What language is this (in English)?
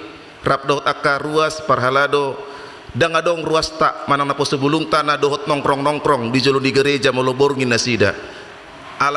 Batak Toba